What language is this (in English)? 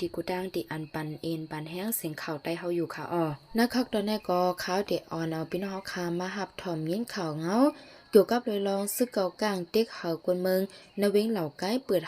Lao